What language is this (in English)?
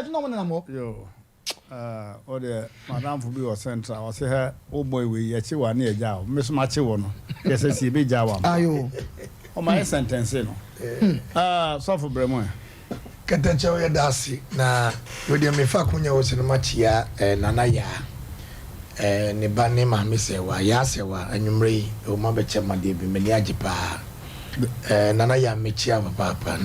Akan